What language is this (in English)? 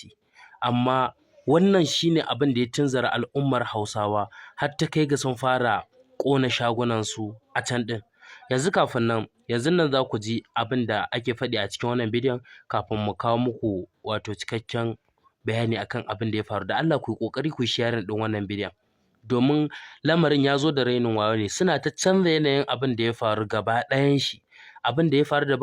Hausa